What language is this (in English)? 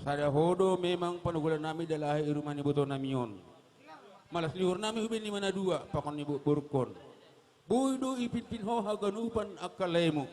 Batak Simalungun